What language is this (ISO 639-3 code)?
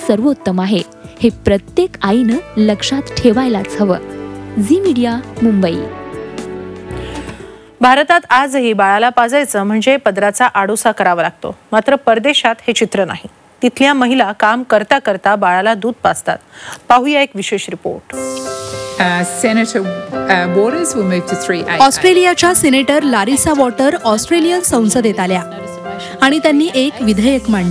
mar